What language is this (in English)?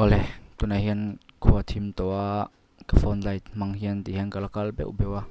Mizo